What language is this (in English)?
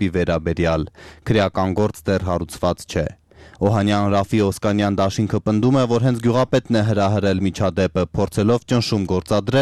Armenian